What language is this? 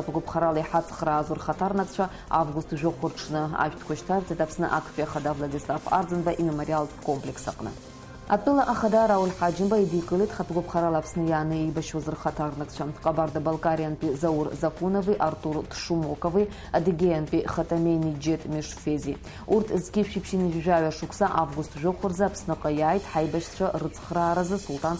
Abkhazian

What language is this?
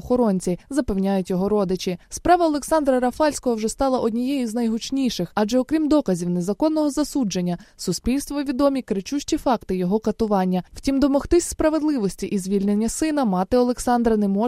Ukrainian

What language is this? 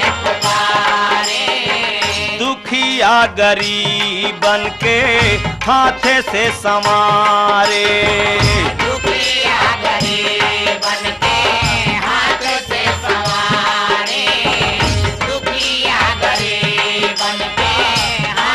Bhojpuri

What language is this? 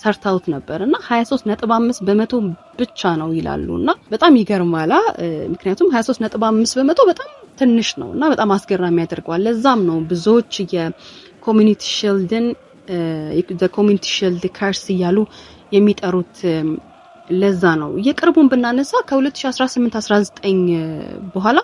Amharic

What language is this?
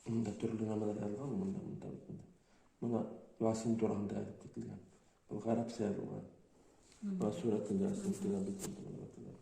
Bashkir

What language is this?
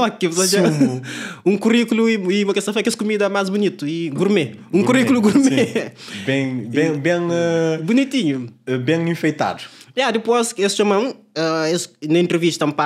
Kabuverdianu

